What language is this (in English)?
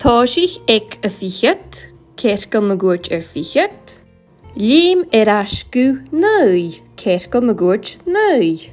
Scottish Gaelic